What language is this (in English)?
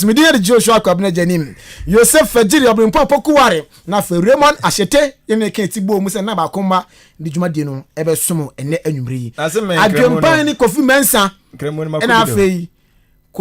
Akan